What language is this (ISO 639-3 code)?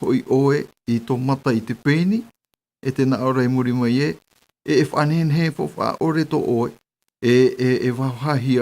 tah